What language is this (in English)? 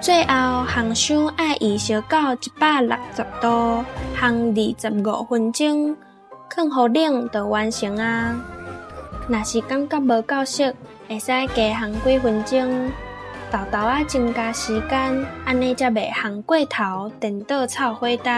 Min Nan Chinese